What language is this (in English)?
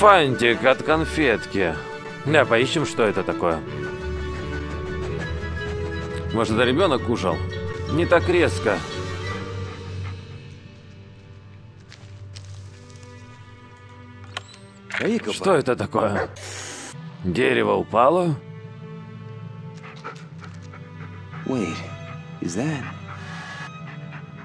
Russian